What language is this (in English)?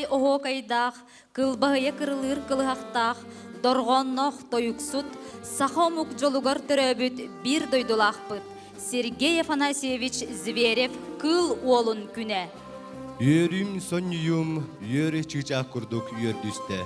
Yakut